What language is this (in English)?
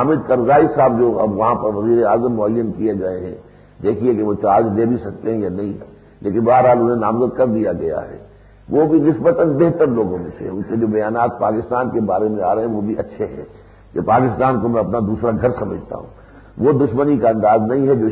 Urdu